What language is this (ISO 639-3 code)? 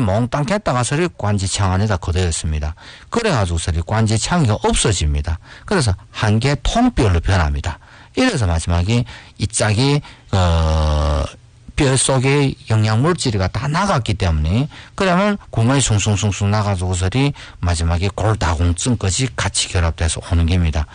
kor